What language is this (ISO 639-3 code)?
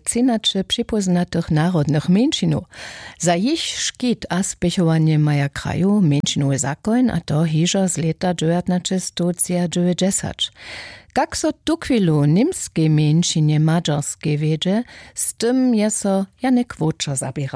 hsb